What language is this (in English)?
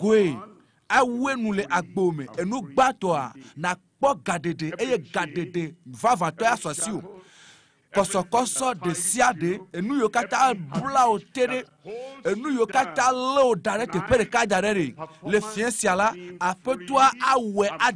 Ewe